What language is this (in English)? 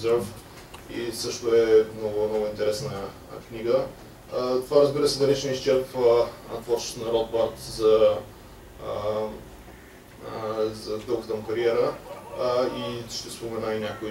Bulgarian